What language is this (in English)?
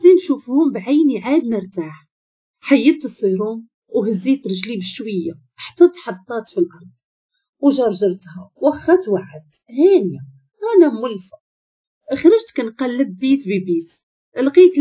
Moroccan Arabic